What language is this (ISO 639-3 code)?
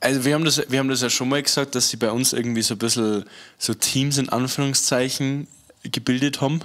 bar